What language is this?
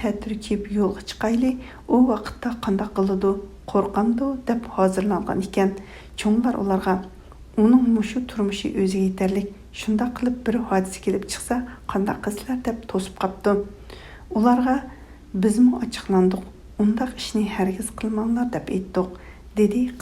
Uyghur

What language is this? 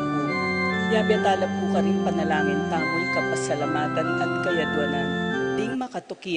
Pampanga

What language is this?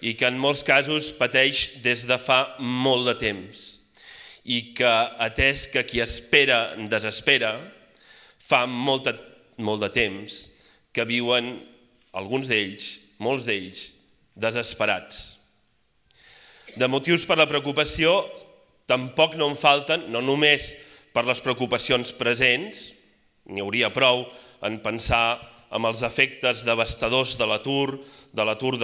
Catalan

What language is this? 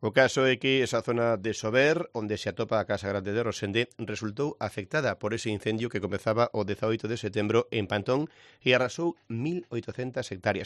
Galician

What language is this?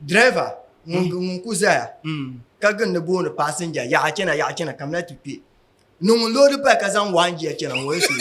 Dagbani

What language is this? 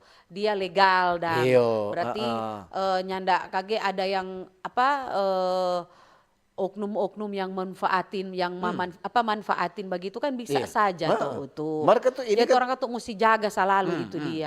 Manado Malay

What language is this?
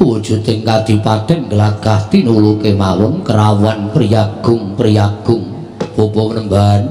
Javanese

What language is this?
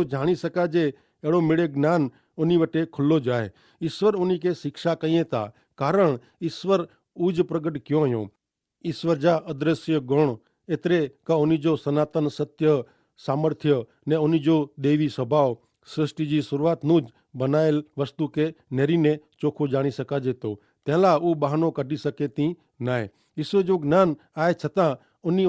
Kachhi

